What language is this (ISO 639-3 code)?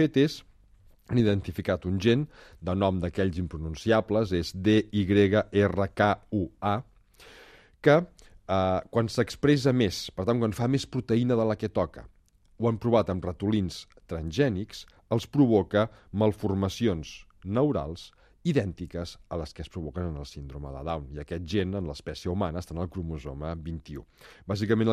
cat